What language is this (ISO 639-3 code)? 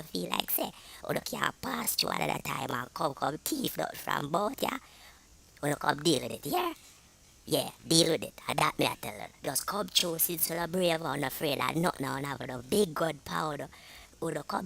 jam